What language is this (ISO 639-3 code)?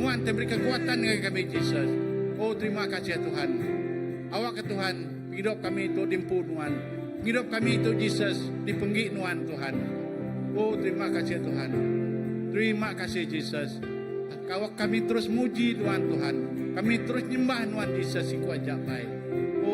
iba